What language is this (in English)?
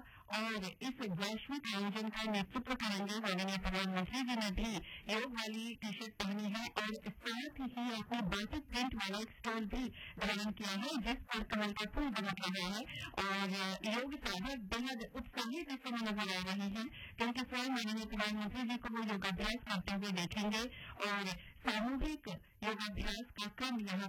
Hindi